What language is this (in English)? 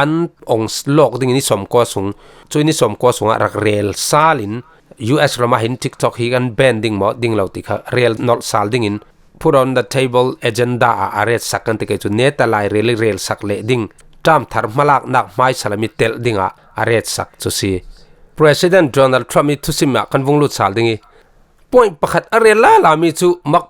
Falam Chin